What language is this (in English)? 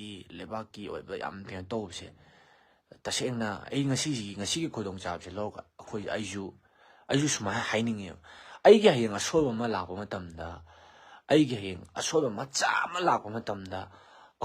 Manipuri